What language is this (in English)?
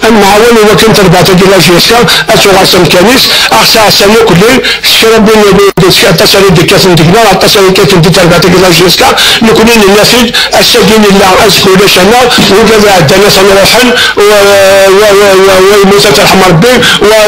Kabyle